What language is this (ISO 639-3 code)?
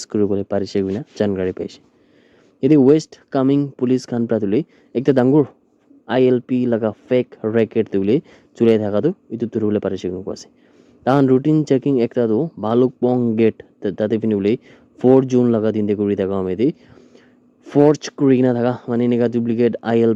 nag